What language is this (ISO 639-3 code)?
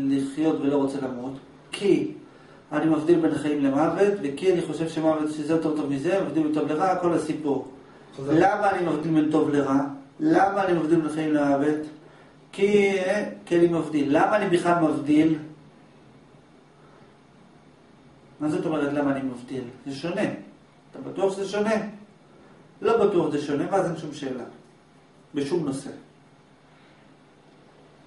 heb